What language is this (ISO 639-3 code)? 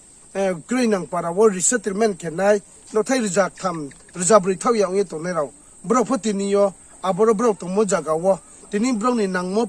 ria